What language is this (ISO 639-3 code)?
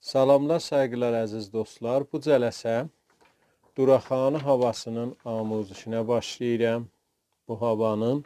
azb